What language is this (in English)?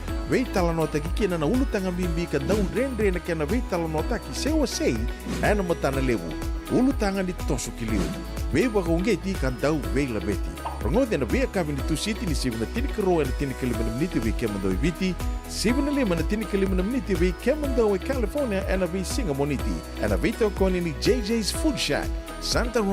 Fijian